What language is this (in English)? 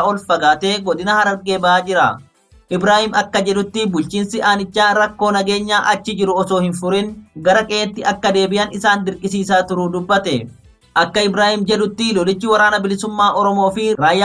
Oromo